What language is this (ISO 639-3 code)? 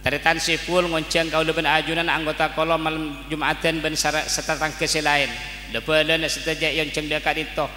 mad